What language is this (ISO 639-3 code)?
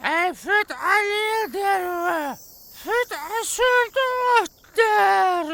inh